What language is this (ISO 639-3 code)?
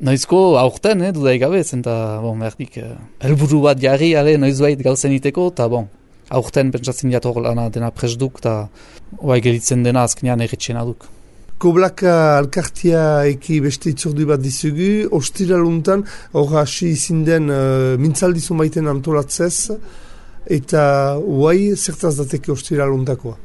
eus